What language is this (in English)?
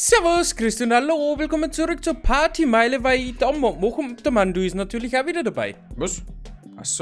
Bavarian